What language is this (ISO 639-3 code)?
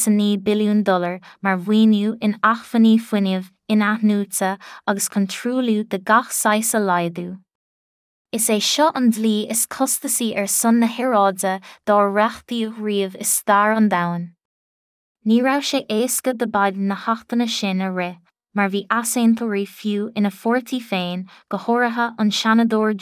gle